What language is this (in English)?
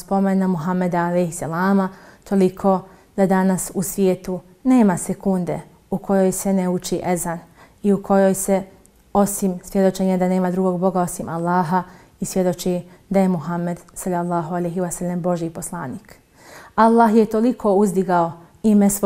Bosnian